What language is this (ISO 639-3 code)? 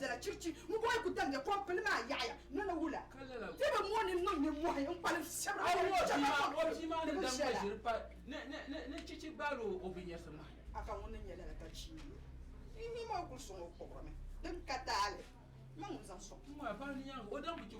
dag